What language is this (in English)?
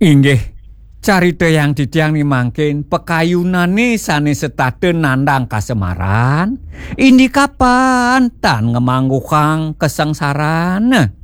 Balinese